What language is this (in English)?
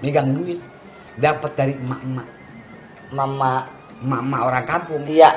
Betawi